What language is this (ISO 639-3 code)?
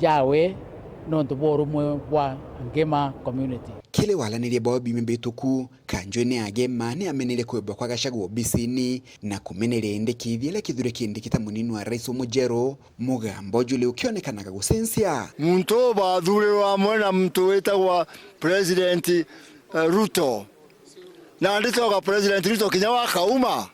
mer